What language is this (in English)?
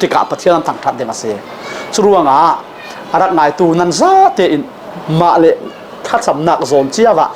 Falam Chin